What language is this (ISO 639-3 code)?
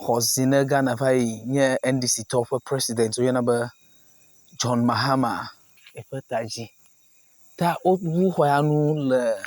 ewe